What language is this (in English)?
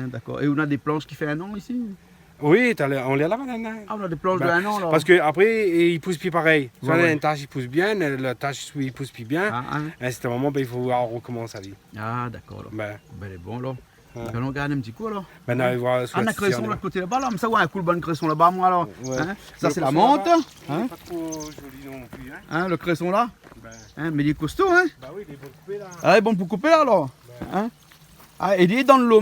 Réunion Creole French